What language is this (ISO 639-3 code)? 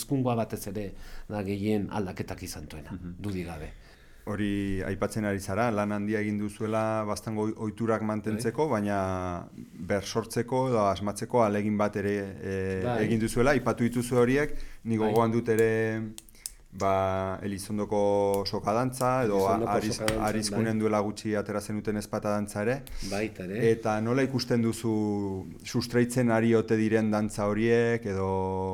eus